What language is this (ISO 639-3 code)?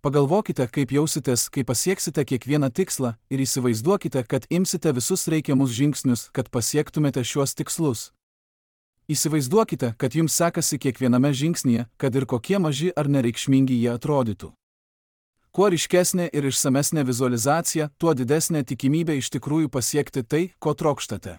lit